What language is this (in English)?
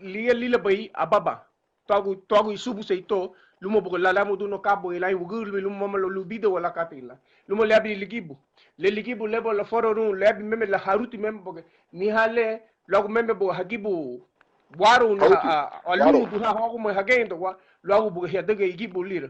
Garifuna